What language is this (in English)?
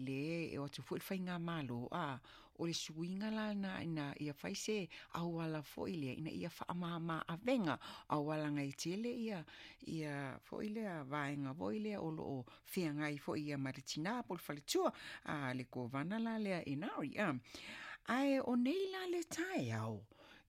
Samoan